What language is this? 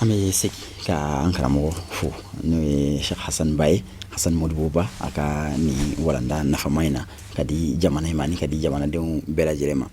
Bambara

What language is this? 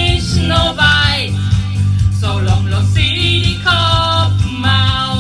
Bavarian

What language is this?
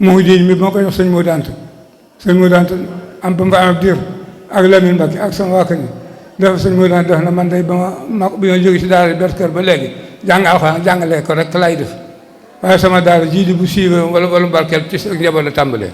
Wolof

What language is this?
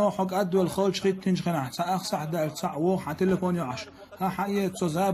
Chechen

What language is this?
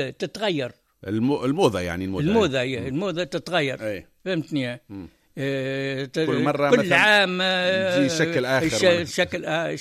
Tunisian Arabic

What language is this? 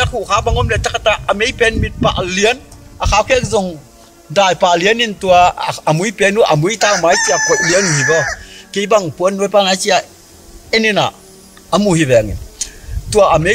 Tedim Chin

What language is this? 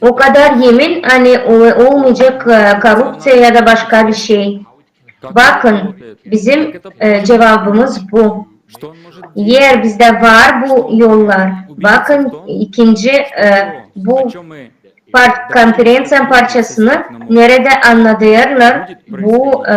Gagauz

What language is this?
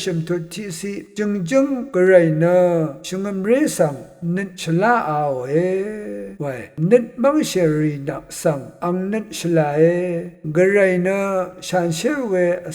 Rawang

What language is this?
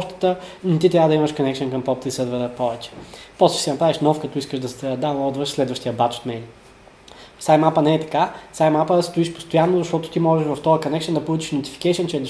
Bulgarian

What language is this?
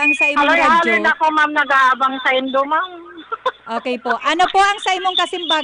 Bikol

